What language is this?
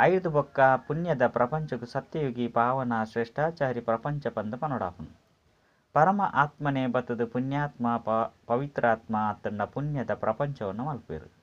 Tulu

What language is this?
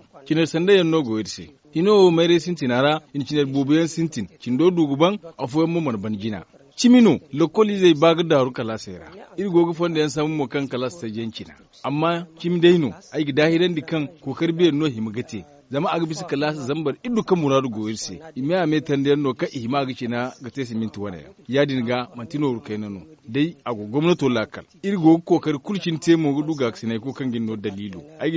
Zarma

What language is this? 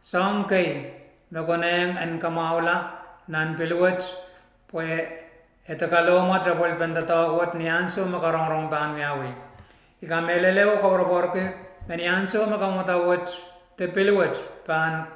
Pohnpeian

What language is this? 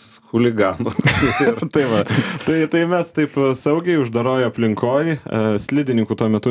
Lithuanian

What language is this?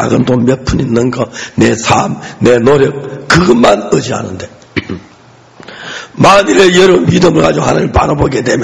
Korean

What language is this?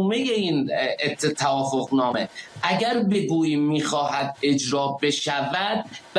Persian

